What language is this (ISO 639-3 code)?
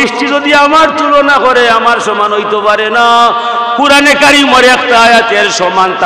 syl